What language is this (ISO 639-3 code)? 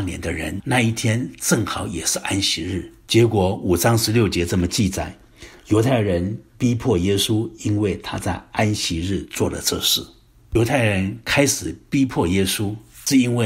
zho